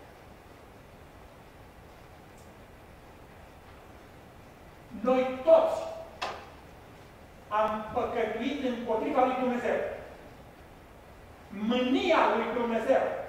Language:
Romanian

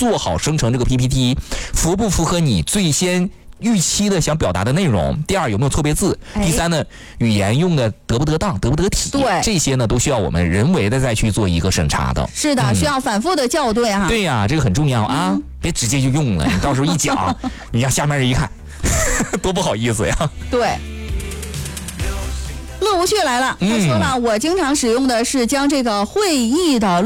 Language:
Chinese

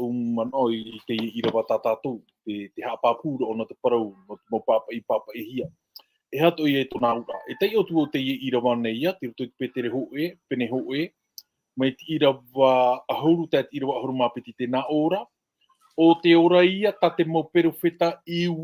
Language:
Tahitian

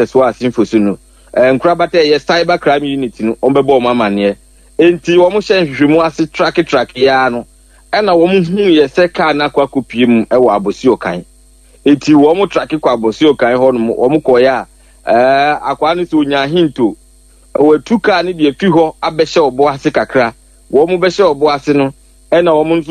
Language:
Akan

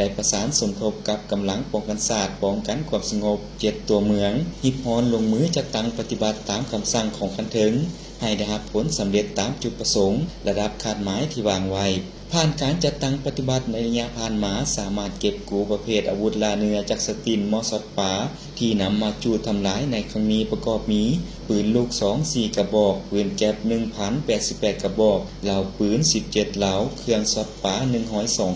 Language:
Lao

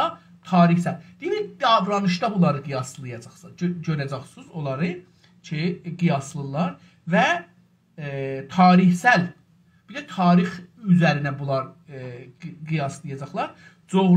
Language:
South Azerbaijani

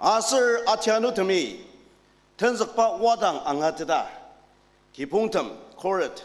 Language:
Ao Naga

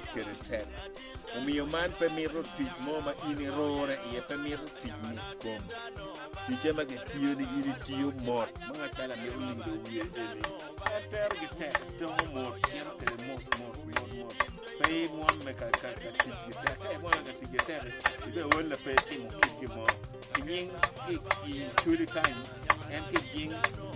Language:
Acoli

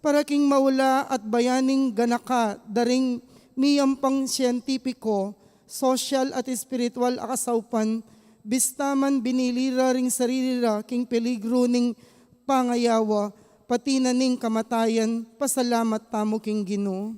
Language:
Pampanga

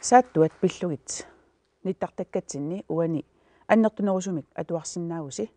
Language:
Kalaallisut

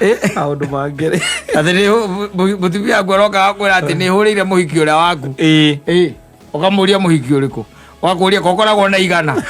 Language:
Kikuyu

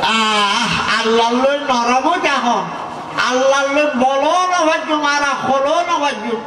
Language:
Rohingya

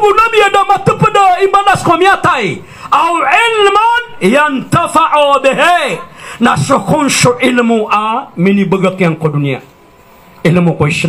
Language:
Maranao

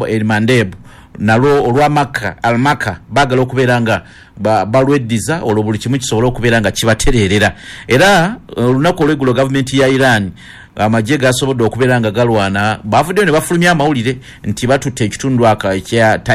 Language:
Ganda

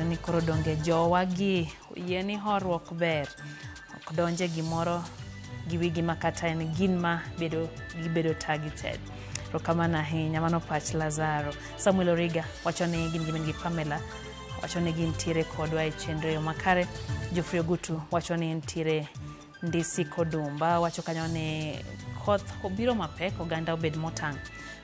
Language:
Luo (Kenya and Tanzania)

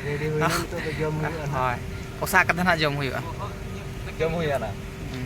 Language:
Santali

